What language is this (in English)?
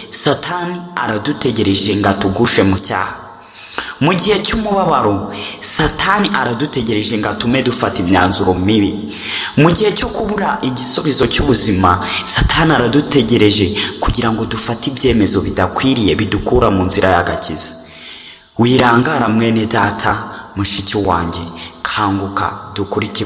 Kinyarwanda